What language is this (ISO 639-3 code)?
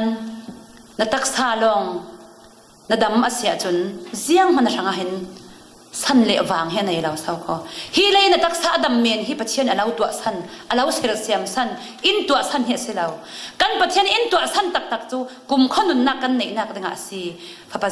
cfm